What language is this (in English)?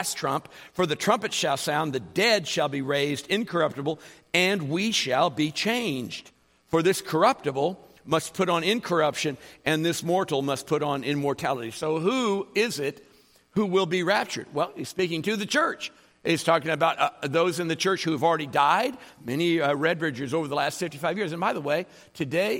English